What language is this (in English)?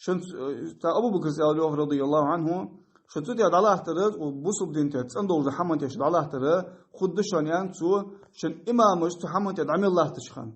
Ingush